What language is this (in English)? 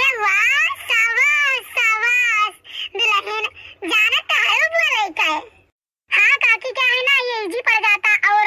Awadhi